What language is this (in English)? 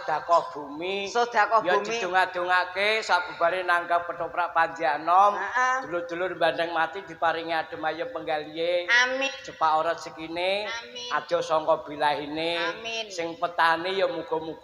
Javanese